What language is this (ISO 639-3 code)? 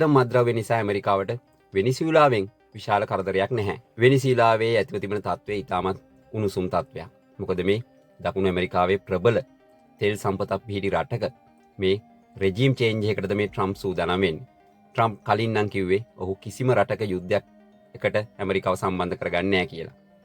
sin